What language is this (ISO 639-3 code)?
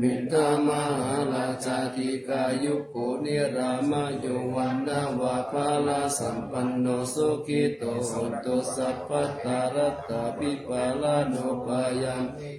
pli